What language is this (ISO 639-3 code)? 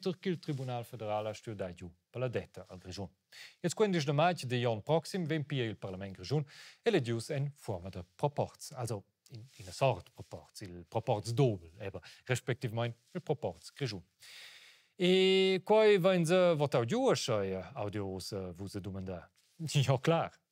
roh